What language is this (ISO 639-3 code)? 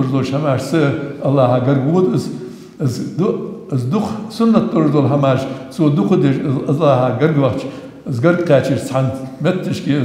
inh